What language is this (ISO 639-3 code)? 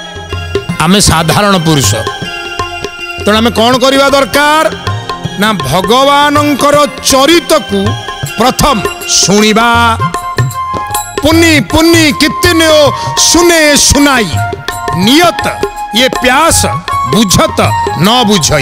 ori